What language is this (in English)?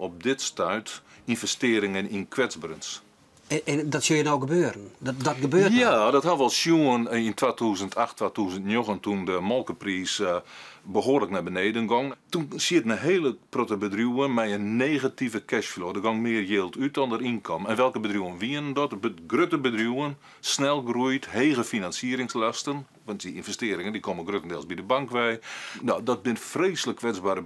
Western Frisian